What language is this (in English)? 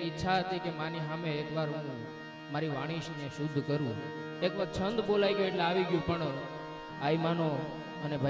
Gujarati